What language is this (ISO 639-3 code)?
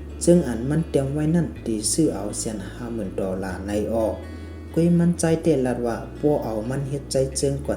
shn